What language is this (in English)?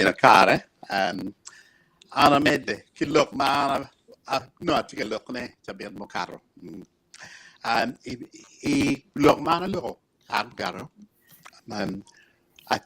Acoli